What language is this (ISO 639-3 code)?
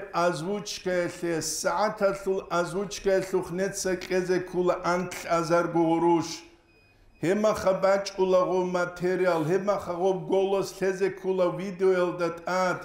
ava